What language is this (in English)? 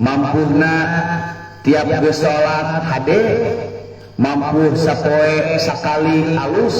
Sundanese